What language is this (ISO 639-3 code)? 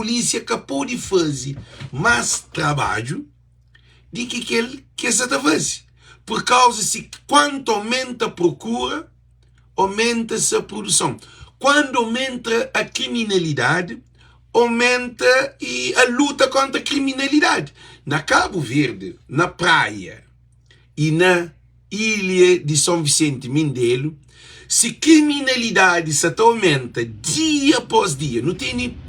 kea